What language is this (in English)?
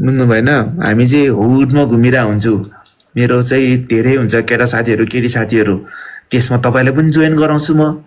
Nepali